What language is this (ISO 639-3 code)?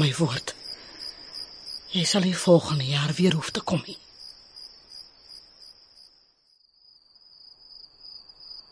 afr